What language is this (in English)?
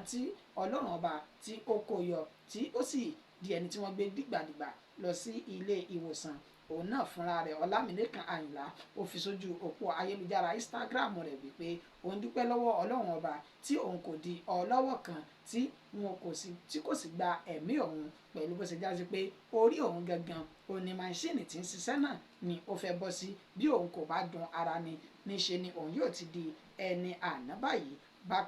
Yoruba